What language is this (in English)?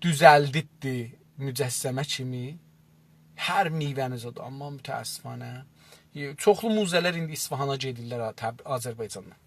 South Azerbaijani